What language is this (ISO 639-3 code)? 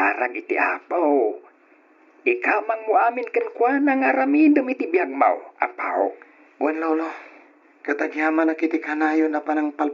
ilo